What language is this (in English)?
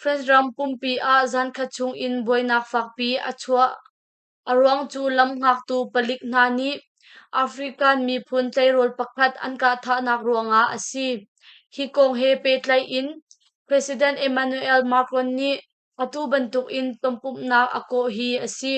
Hakha Chin